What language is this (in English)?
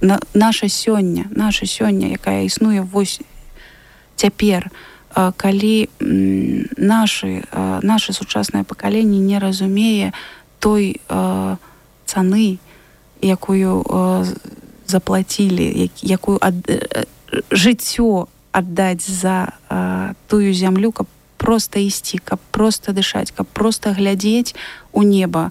Belarusian